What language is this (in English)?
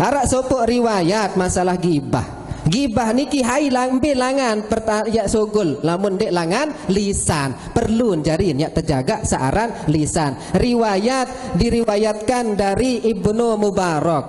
Sasak